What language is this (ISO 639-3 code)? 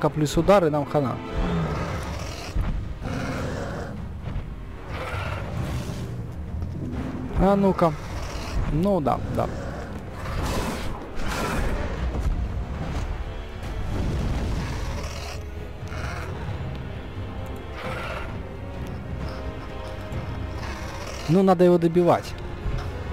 rus